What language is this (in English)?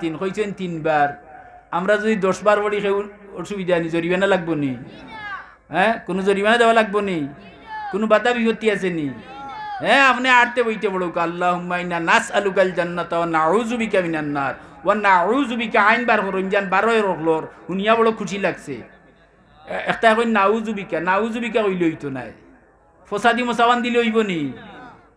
Sylheti